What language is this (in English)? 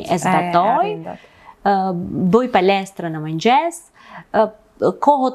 Albanian